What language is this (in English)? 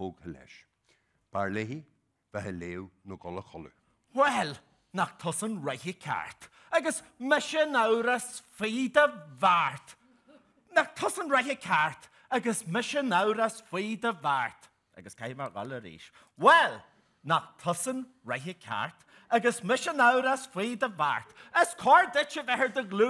Irish